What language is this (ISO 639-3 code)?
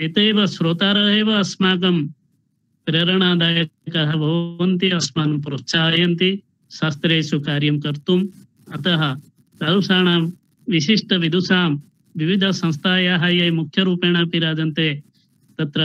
san